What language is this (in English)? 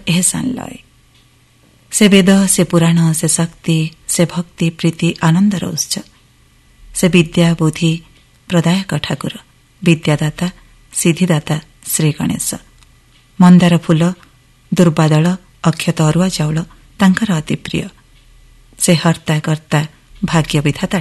Odia